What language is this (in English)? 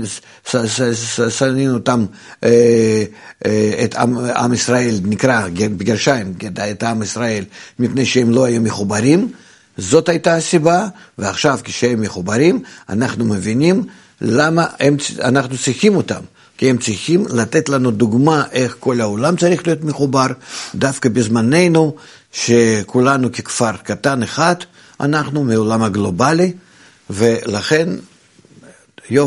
Hebrew